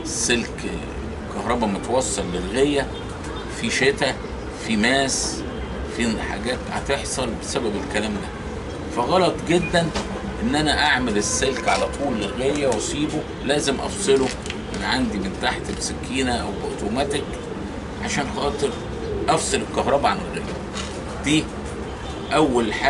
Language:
Egyptian Arabic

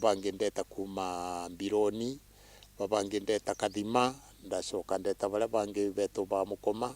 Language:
Meru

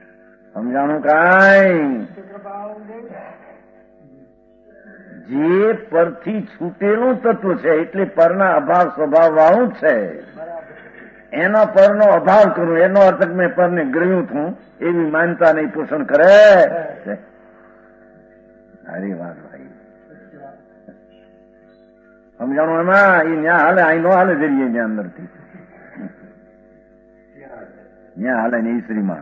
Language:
Gujarati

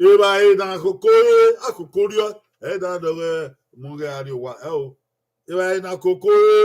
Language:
Bini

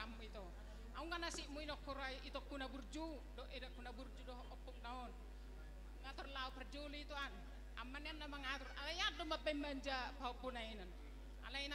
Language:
Batak Toba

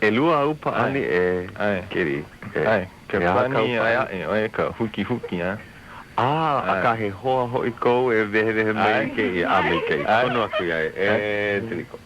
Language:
Hawaiian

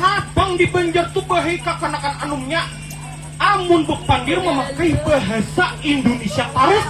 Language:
Banjar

